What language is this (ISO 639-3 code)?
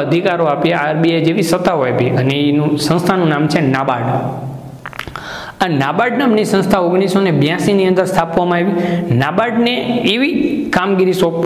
guj